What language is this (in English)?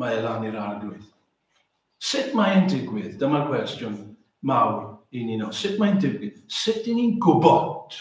Welsh